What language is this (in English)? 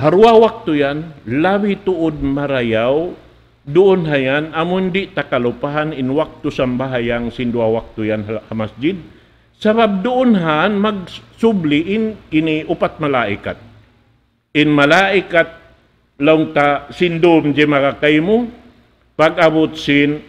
Tausug